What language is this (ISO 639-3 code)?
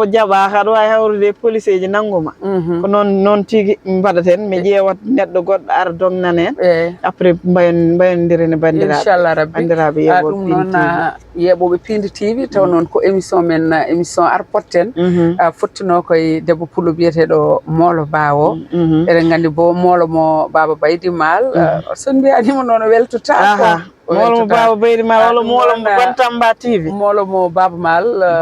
ful